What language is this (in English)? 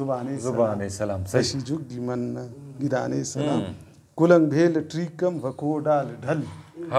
Brahui